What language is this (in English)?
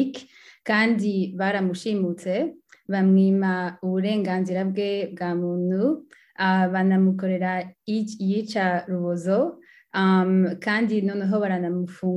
Kinyarwanda